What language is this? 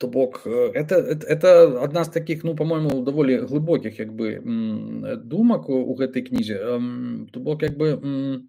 Belarusian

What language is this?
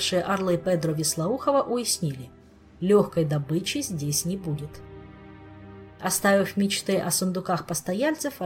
Russian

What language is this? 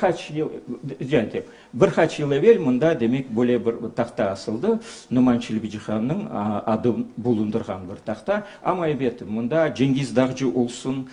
Crimean Tatar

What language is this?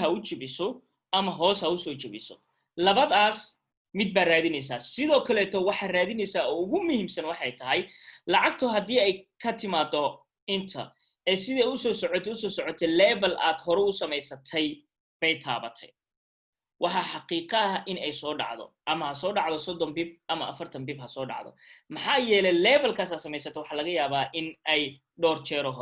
Somali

